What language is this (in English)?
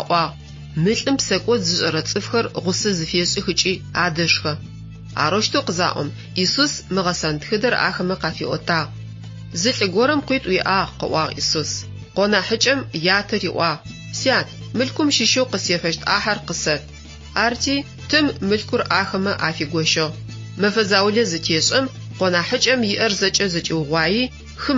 Adyghe